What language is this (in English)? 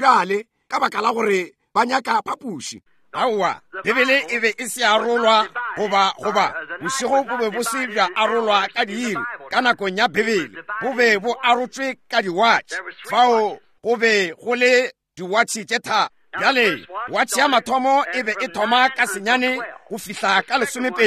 Northern Sotho